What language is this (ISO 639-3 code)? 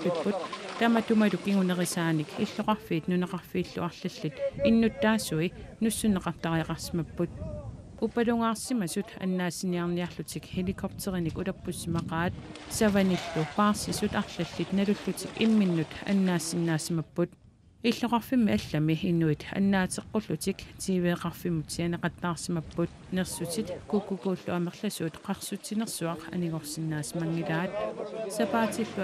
kal